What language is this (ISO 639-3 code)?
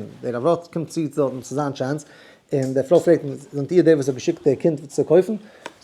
yid